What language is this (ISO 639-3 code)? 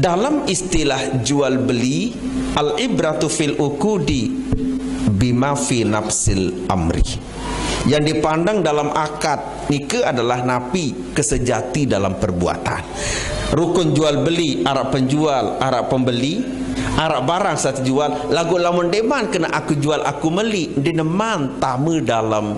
sas